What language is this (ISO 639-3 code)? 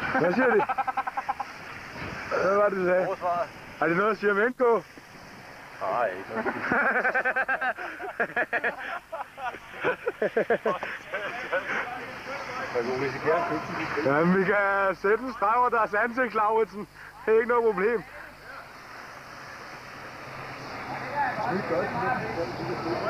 dan